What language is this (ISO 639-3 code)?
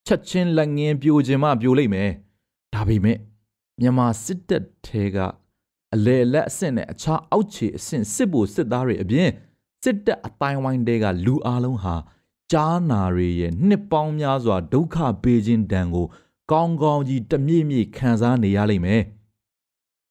mya